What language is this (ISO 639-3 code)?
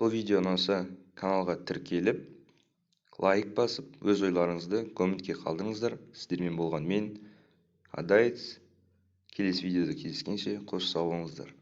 kaz